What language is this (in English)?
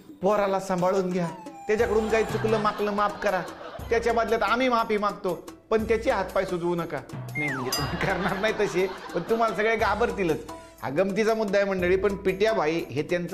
Marathi